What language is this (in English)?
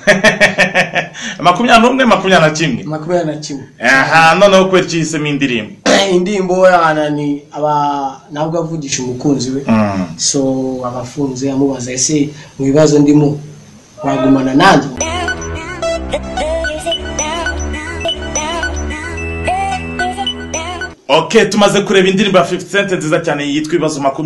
Kinyarwanda